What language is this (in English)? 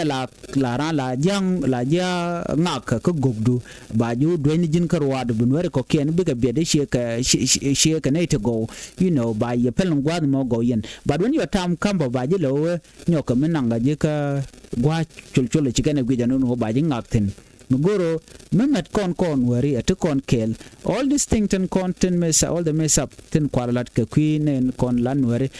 Nuer